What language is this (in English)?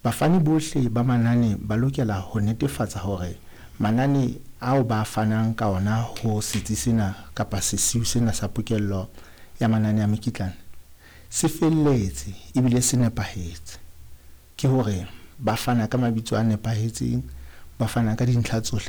Southern Sotho